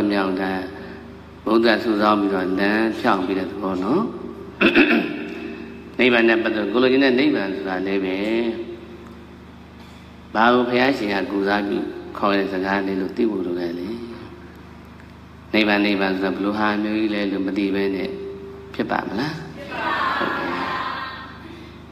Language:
Burmese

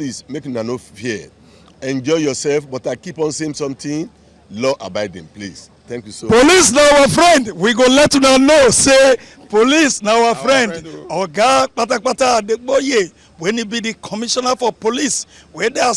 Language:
Nigerian Pidgin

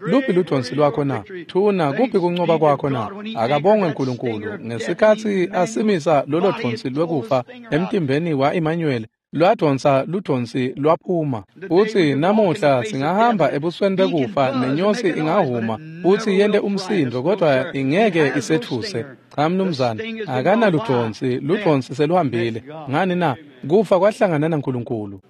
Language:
Swati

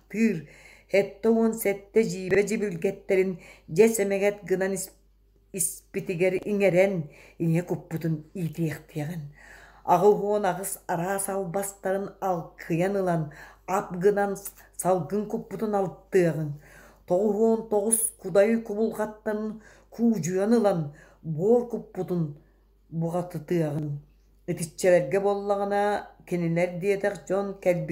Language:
Yakut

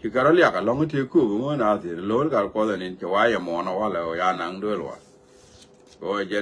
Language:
Nuer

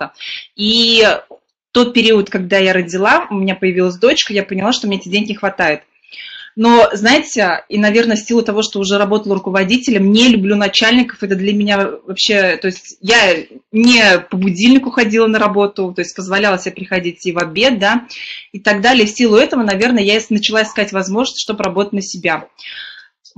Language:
Russian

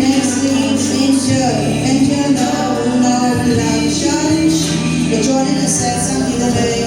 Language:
Tangkhul Naga (India)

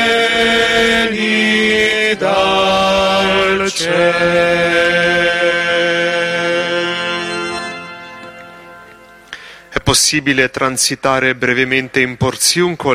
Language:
Italian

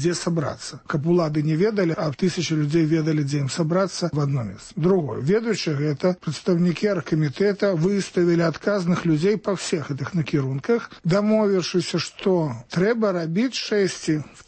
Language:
Belarusian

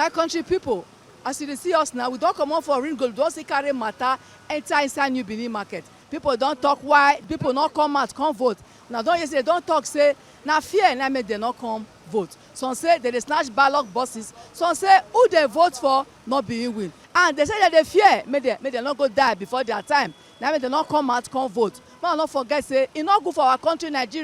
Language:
Nigerian Pidgin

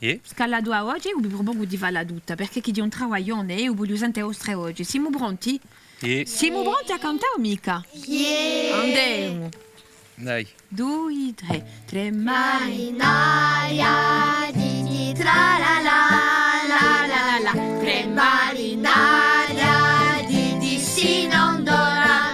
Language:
Corsican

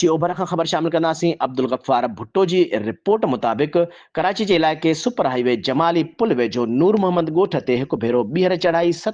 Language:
Sindhi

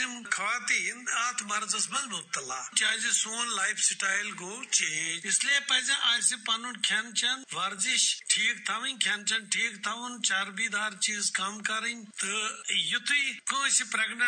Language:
Kashmiri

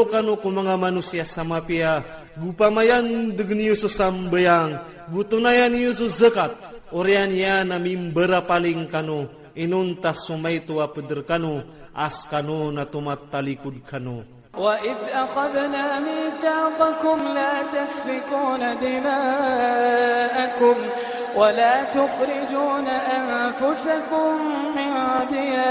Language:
Iranun (Philippines)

